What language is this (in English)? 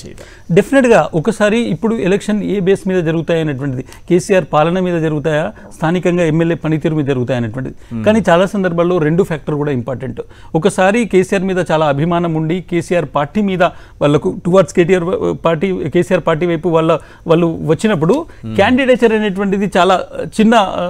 Telugu